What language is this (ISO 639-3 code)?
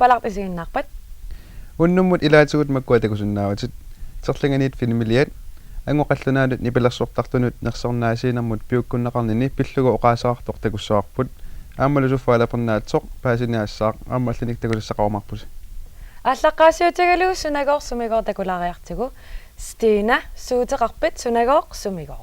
kal